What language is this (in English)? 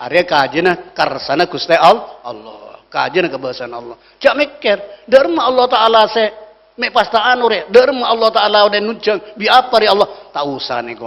Madurese